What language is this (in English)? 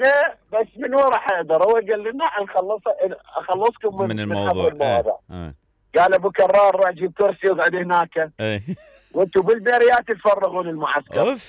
Mesopotamian Arabic